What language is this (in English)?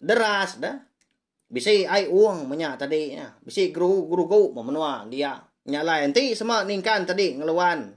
Iban